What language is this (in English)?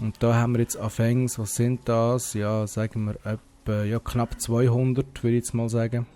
Swiss German